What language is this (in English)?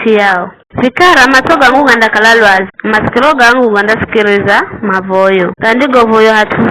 Giryama